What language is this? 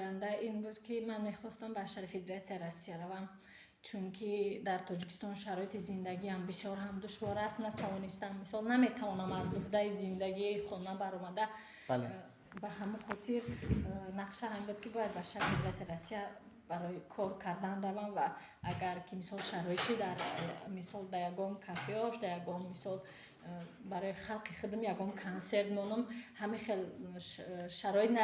Tajik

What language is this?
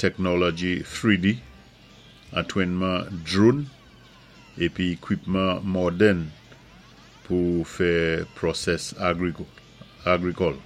Saint Lucian Creole French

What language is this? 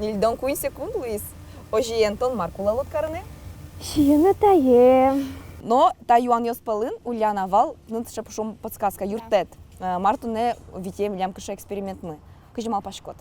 Udmurt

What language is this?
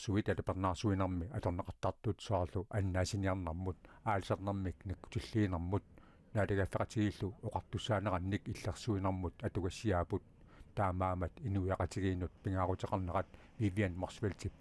Kalaallisut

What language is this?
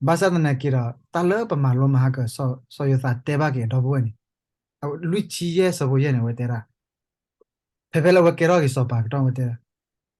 S'gaw Karen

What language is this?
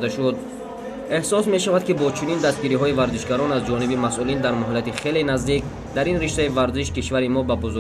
Tajik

